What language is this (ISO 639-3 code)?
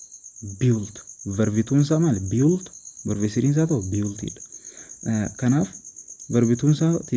orm